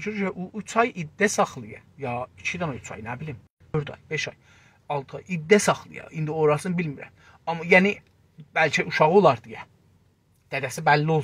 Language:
South Azerbaijani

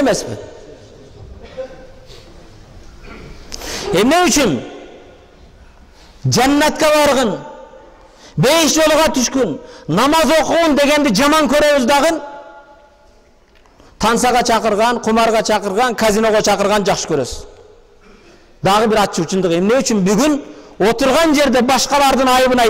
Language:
Kyrgyz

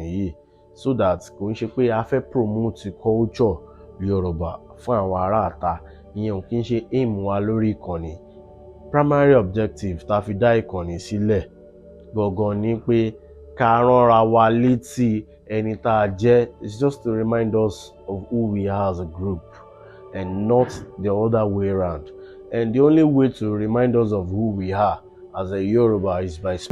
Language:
Yoruba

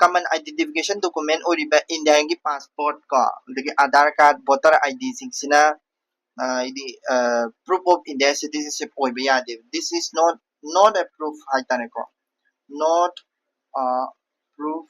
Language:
Manipuri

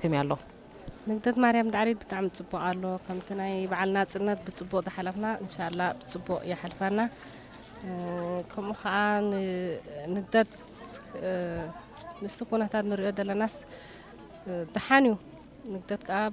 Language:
Tigrinya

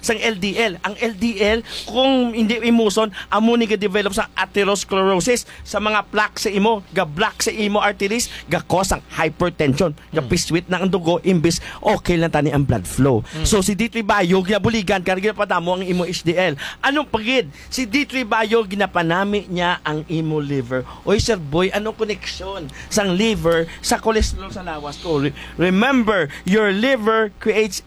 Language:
Hiligaynon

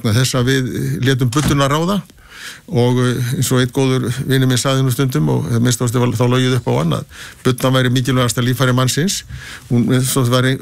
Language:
Icelandic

